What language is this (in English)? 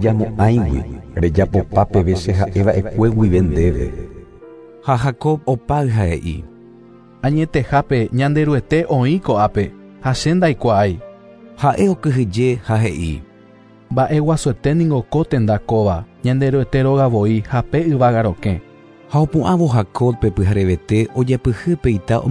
Guarani